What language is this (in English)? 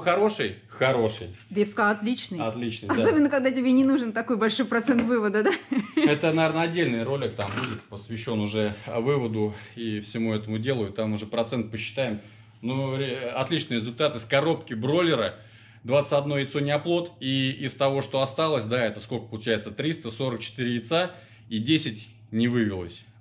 Russian